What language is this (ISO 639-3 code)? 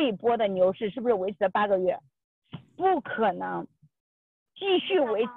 zho